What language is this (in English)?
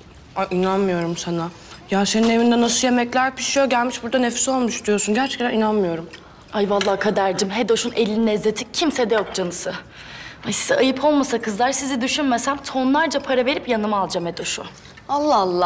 Turkish